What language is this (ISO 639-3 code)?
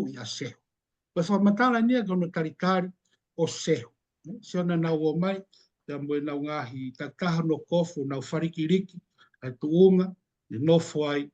ton